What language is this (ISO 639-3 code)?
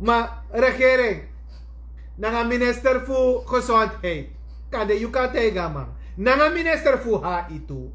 srn